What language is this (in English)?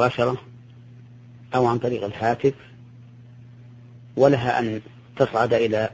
Arabic